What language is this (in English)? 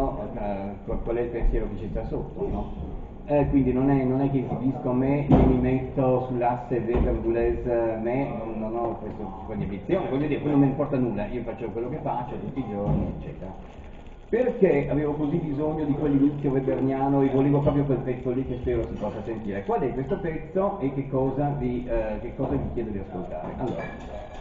Italian